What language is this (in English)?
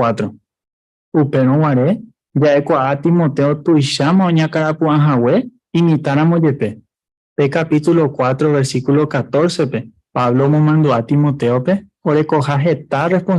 Guarani